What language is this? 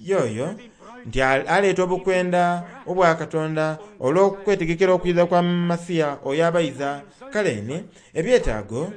Soga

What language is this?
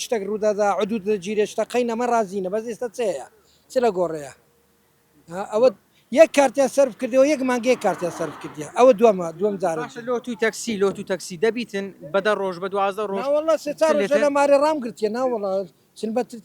Central Kurdish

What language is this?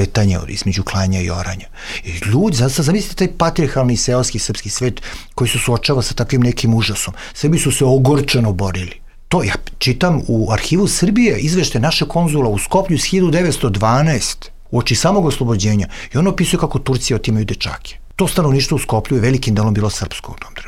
Serbian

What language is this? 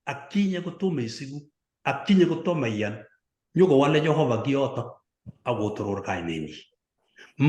Kalenjin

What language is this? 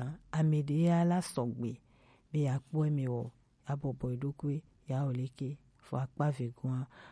Gen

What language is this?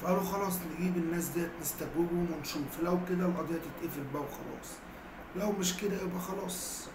Egyptian Arabic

